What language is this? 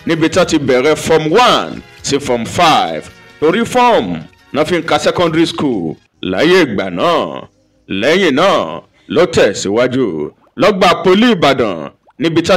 Yoruba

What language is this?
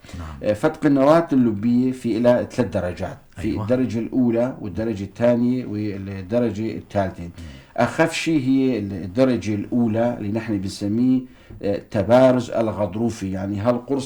North Levantine Arabic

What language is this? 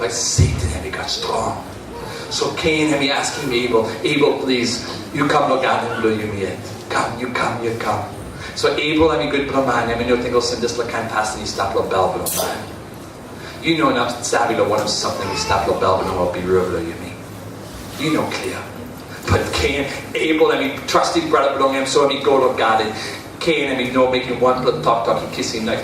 Tok Pisin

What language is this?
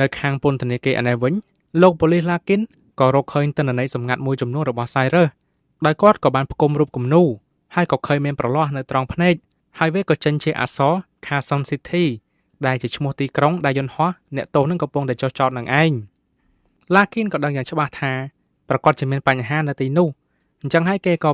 Khmer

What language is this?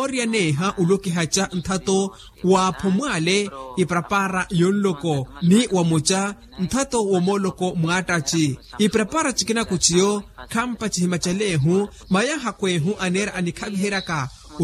Makhuwa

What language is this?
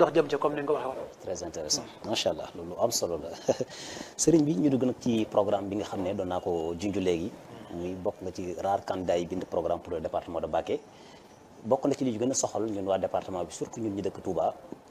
Wolof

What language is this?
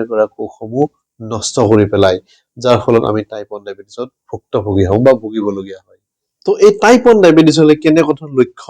Assamese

